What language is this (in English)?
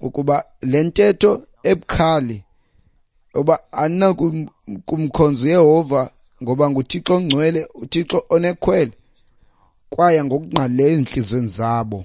Xhosa